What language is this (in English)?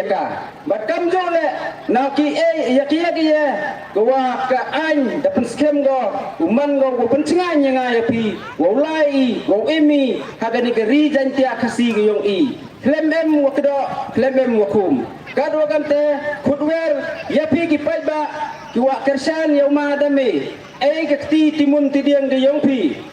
Pnar